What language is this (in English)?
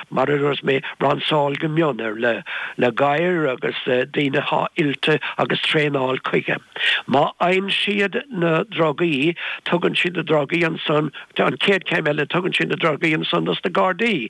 Irish